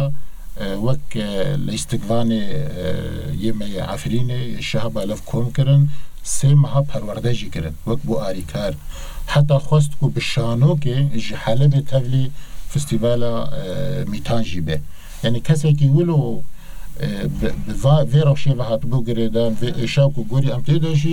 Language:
Kurdish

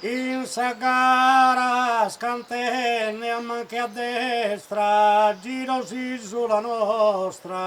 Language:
Sardinian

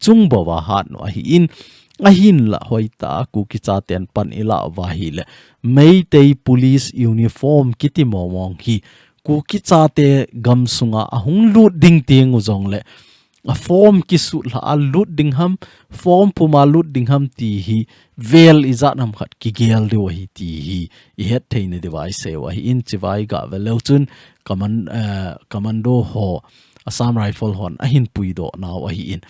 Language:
Thado Chin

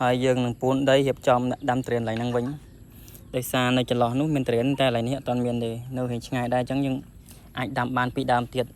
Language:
Khmer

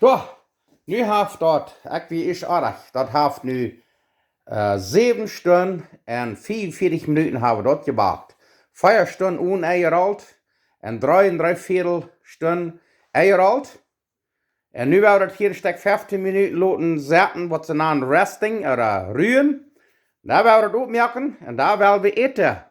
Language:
Plautdietsch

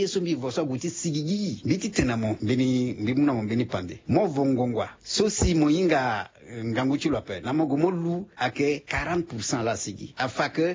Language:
Sango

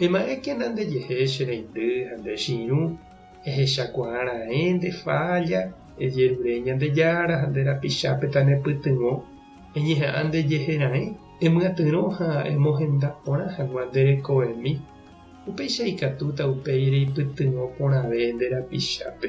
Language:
Guarani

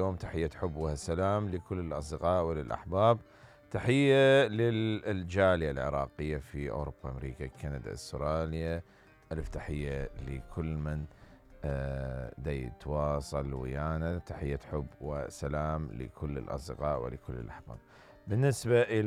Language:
Mesopotamian Arabic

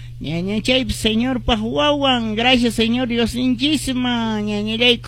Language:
Quechua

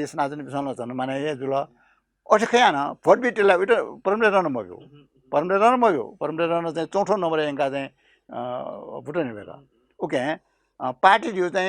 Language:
Newari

